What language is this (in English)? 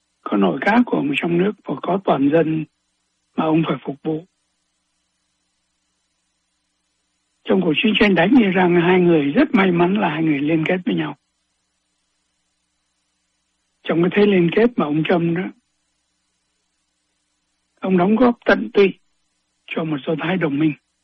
Vietnamese